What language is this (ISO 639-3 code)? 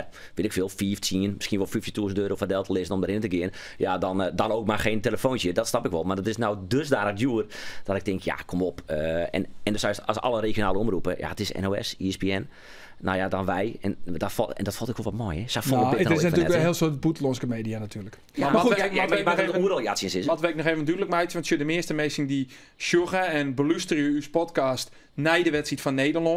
fry